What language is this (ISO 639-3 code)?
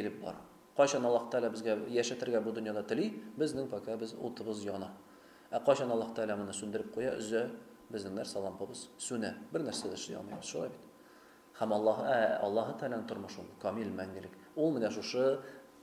tat